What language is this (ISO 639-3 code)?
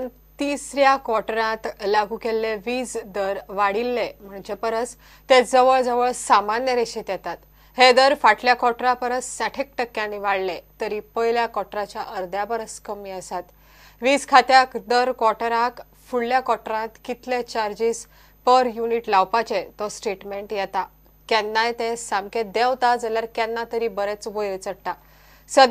kok